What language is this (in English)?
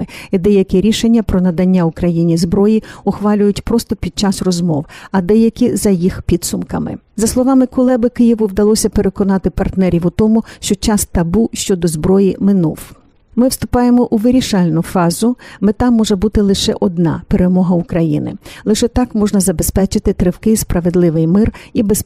Ukrainian